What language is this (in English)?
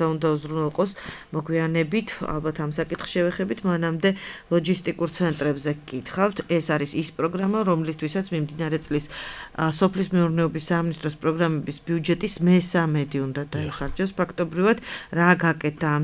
Georgian